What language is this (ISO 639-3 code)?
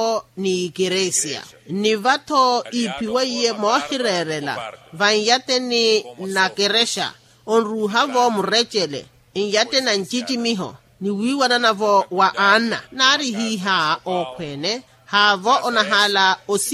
vmw